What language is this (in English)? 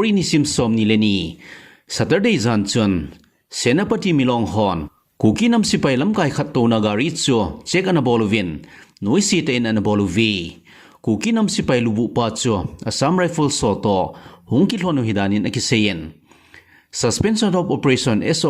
Thado Chin